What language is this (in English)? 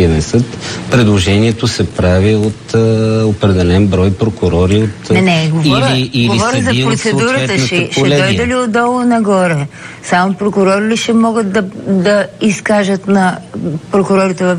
Bulgarian